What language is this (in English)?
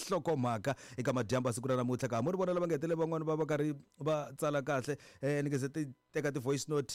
Tsonga